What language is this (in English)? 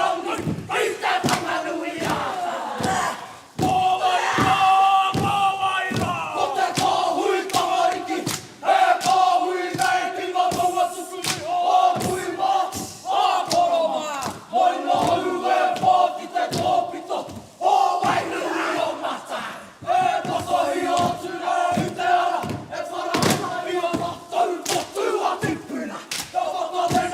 Māori